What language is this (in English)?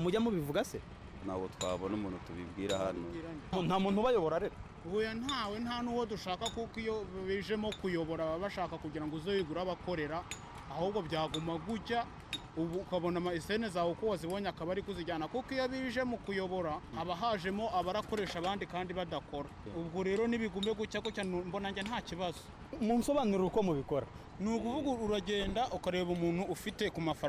Kinyarwanda